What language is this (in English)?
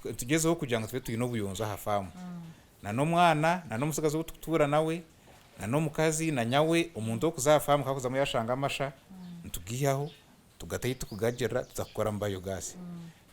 Nyankole